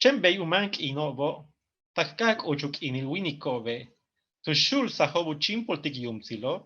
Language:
Yucateco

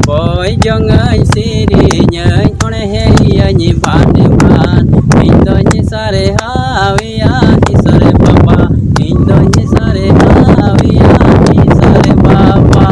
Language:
Santali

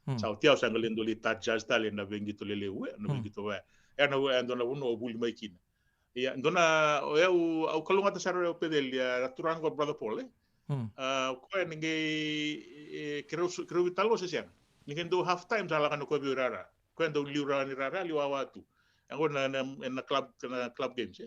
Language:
Fijian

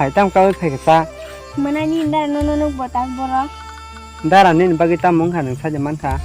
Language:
Kok Borok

